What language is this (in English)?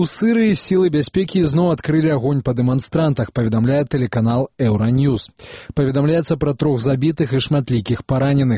Belarusian